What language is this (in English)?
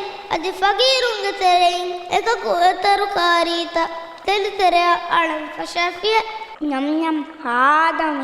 Divehi